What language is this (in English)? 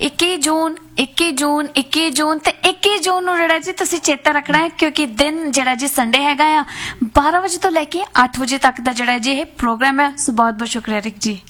Punjabi